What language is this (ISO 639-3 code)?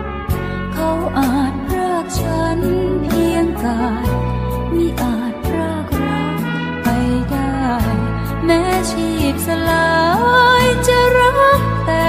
tha